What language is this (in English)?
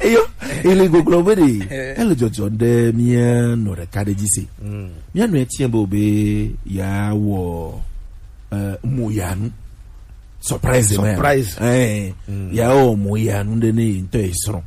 Gen